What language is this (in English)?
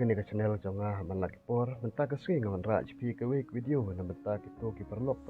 Khasi